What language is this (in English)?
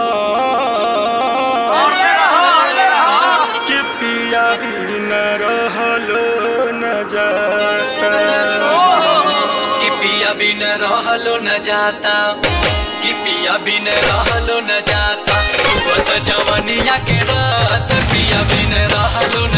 Bhojpuri